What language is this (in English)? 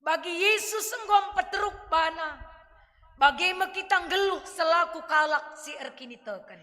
Batak Karo